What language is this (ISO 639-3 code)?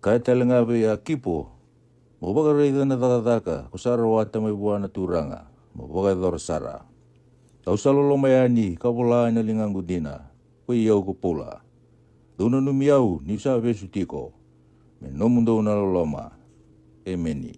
fij